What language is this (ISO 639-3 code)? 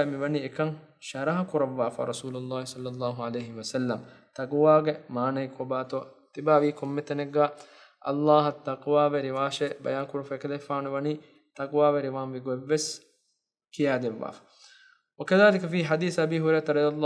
div